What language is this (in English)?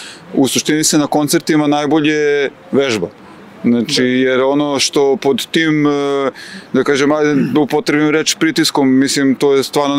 Serbian